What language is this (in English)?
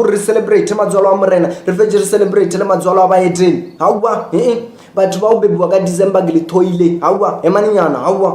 Northern Sotho